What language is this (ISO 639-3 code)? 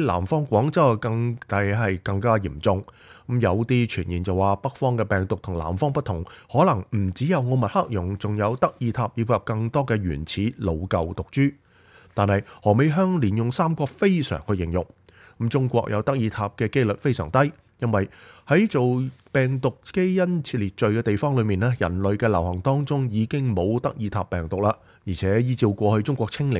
yue